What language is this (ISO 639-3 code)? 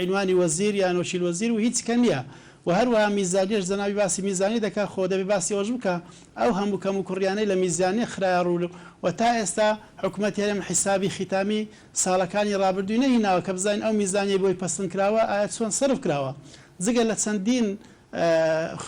ckb